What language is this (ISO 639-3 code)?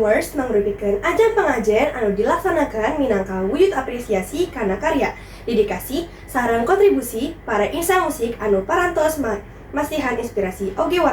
sun